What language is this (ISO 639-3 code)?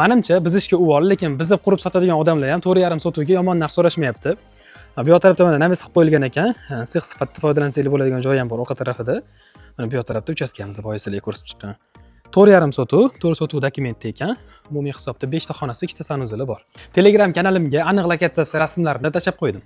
uzb